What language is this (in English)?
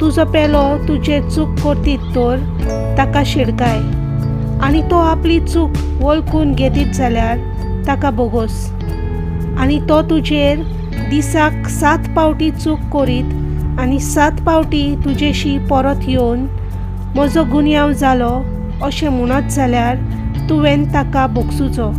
Konkani